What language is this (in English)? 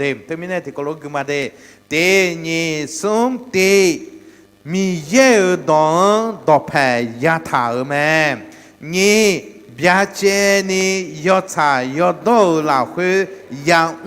Akha